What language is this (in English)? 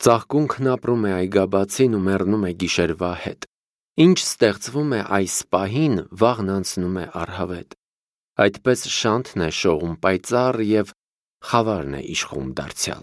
Armenian